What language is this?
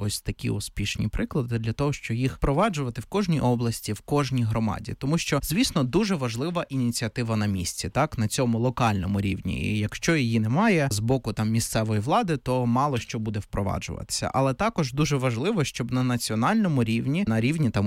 Ukrainian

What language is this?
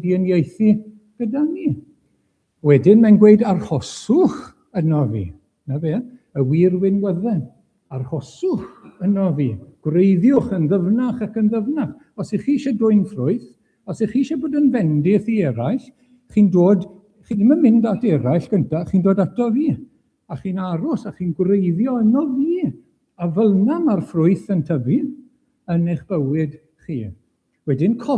Welsh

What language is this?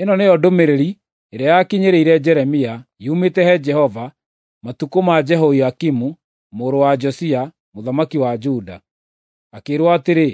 Kikuyu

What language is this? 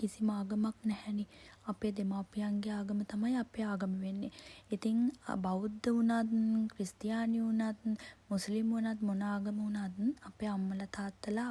Sinhala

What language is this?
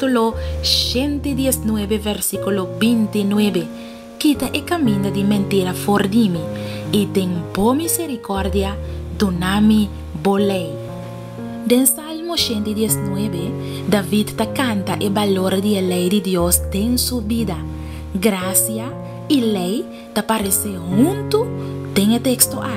Papiamento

